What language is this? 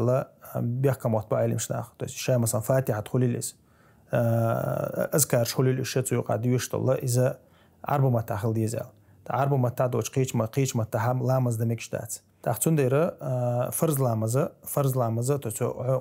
Chechen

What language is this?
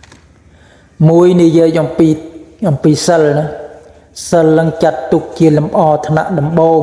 Khmer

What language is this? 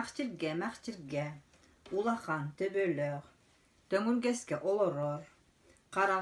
Yakut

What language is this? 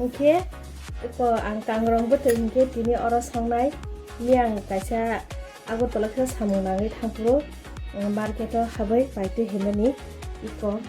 Kok Borok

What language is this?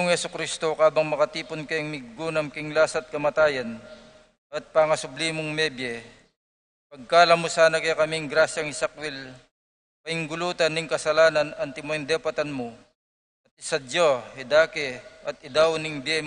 Pampanga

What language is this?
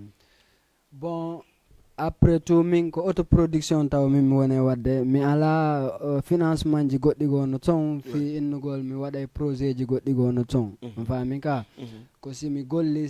Fula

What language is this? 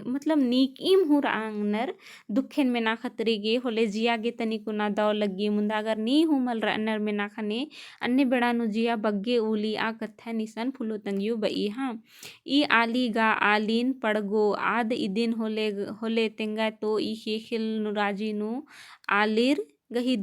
Kurukh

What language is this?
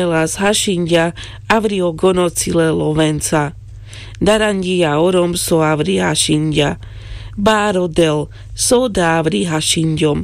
Carpathian Romani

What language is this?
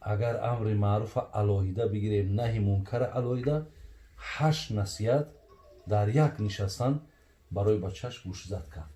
Tajik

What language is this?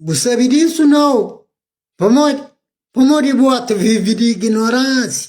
Kabuverdianu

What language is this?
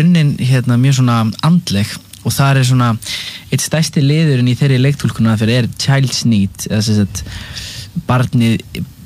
Icelandic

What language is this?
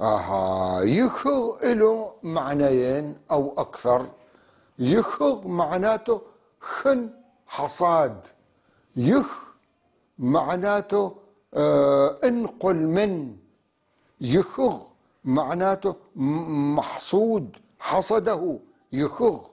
North Levantine Arabic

